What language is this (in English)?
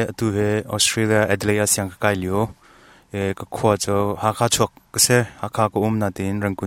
Hakha Chin